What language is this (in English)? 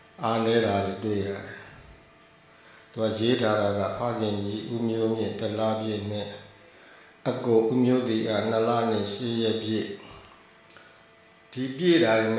Burmese